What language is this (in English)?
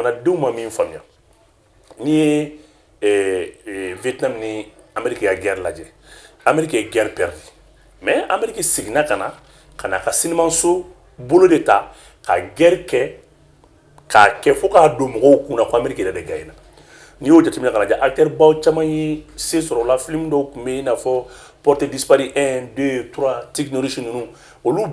Bambara